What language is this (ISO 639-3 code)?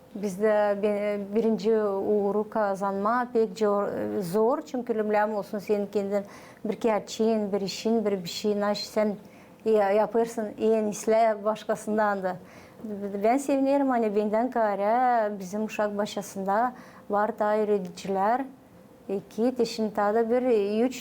gag